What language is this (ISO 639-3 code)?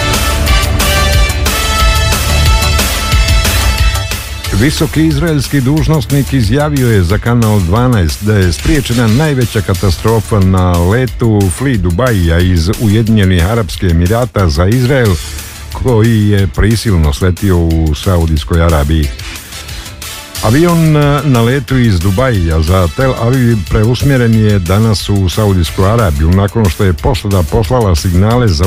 bos